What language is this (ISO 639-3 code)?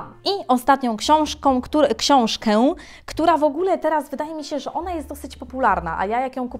pol